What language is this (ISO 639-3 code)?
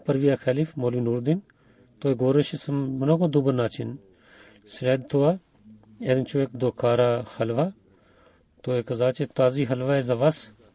bul